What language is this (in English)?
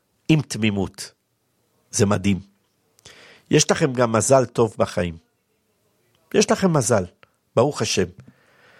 Hebrew